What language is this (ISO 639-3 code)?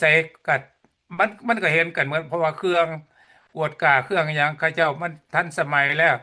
lao